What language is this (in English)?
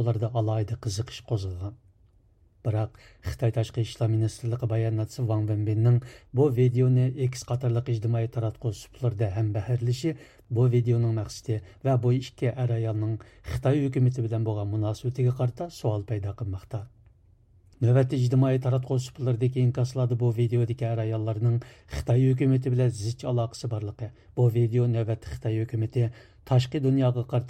Uyghur